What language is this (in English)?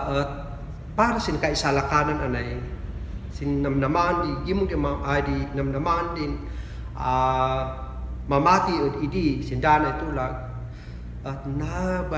Kankanaey